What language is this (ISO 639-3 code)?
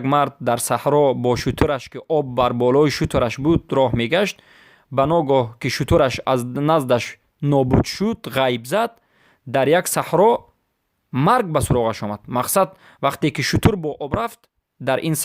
fas